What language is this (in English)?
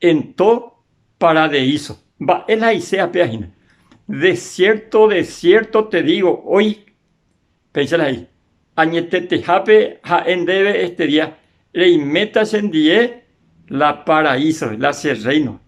Guarani